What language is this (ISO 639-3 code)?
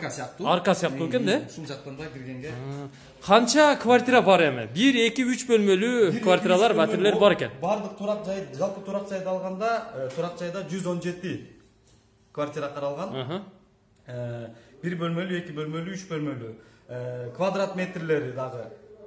kir